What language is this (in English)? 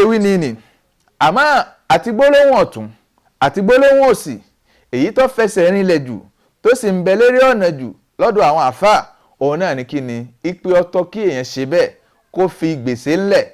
Yoruba